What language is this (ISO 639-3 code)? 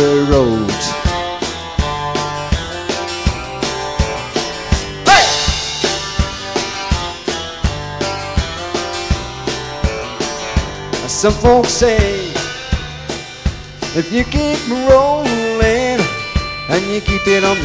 eng